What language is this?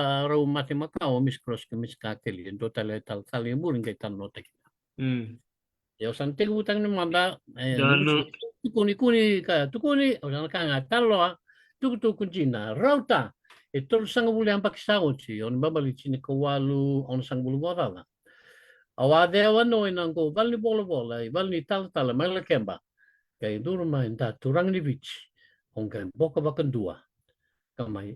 Fijian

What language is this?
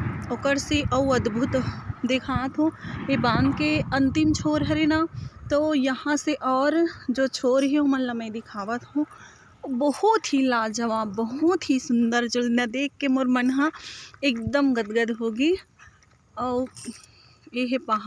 Chhattisgarhi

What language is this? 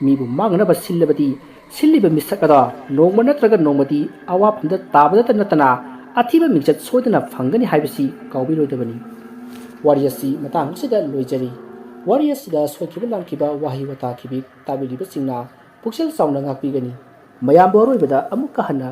Manipuri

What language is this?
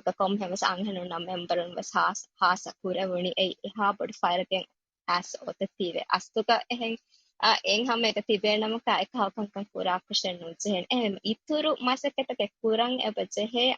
Divehi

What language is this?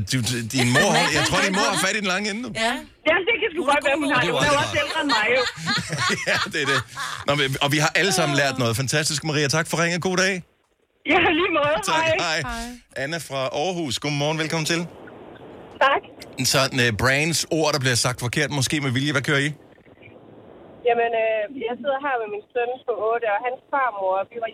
Danish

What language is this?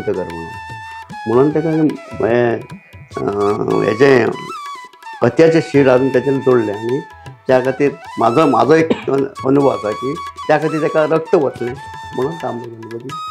Konkani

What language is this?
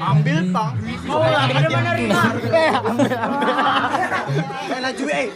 Banjar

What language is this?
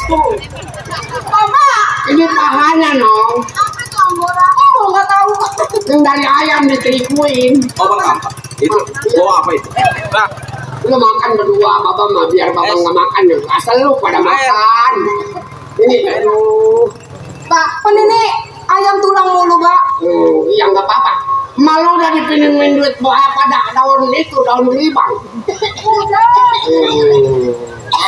Betawi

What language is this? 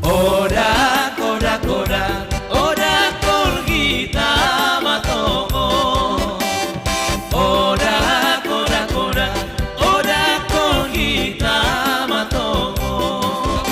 Batak Simalungun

